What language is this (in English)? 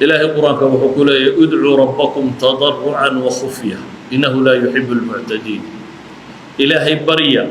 Somali